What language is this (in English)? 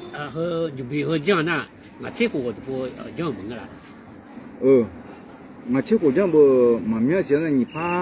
Akha